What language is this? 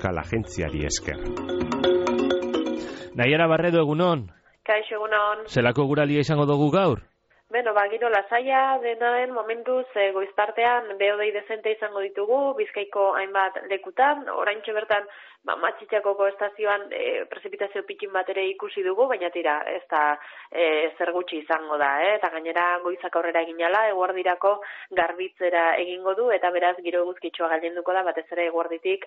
Basque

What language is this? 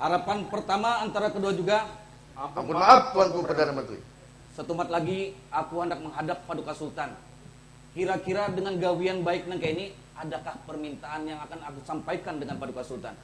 Banjar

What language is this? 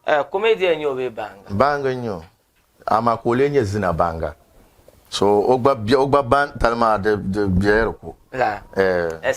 Dagbani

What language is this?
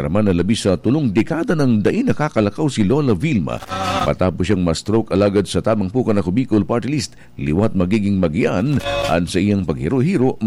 Bikol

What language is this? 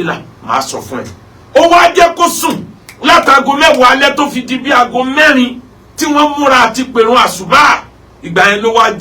Yoruba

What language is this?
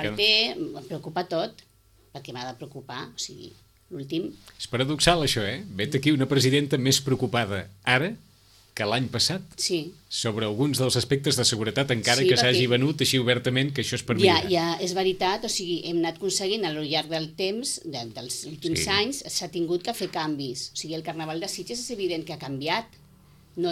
Catalan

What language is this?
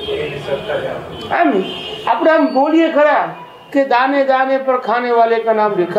Gujarati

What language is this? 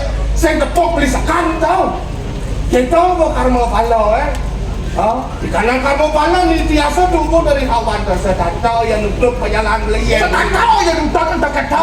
Balinese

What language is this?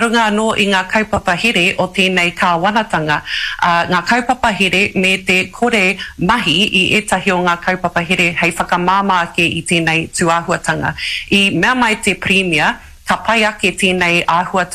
Māori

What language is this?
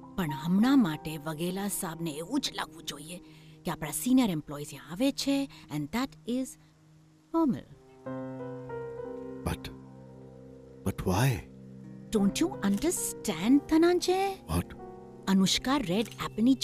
Gujarati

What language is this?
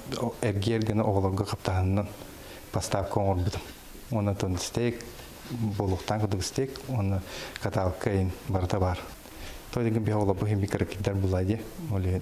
Yakut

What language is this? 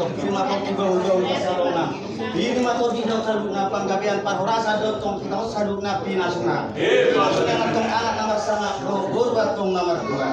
Batak Toba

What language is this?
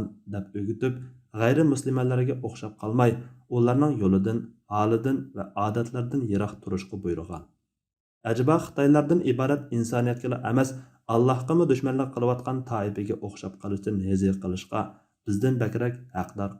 Uyghur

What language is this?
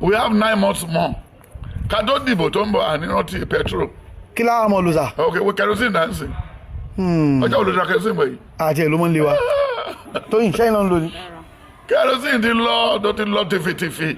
Yoruba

